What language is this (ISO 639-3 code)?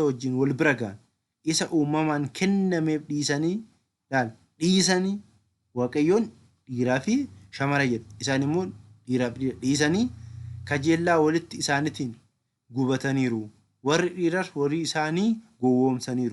orm